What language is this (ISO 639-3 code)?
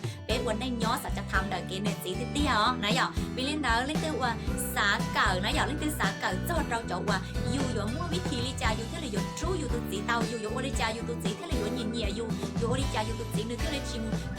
hmn